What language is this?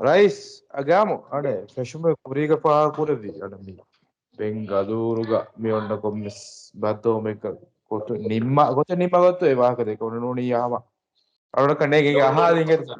Divehi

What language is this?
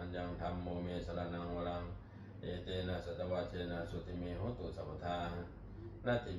Pali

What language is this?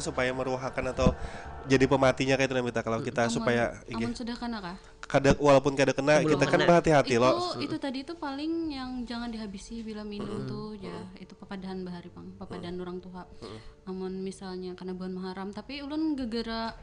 Banjar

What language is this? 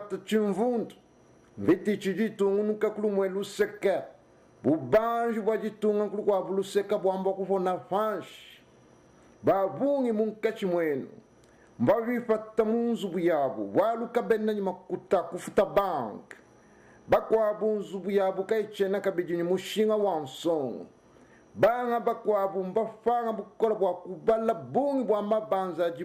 Luba-Lulua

